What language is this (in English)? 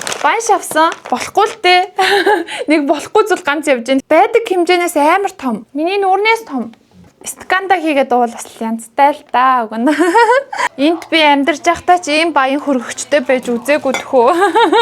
Mongolian